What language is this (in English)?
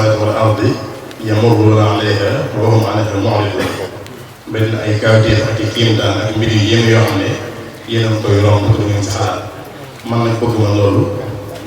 Wolof